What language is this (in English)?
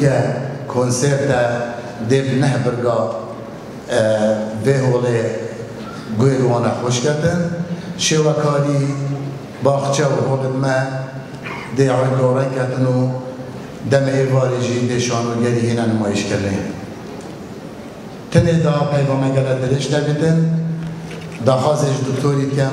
Kurdish